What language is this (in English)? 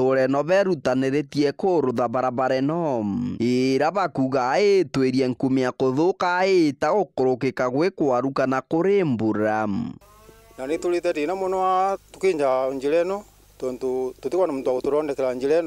Meru